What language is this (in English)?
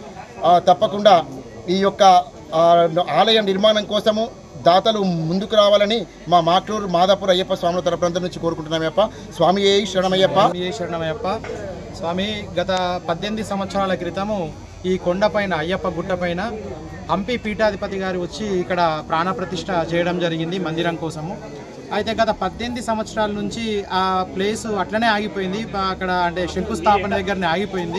Telugu